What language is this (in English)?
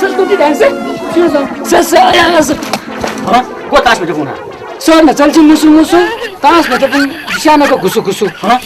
Newari